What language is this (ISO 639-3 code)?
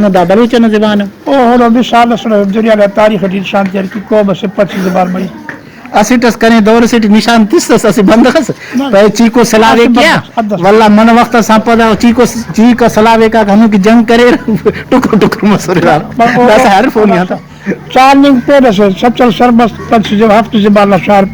brh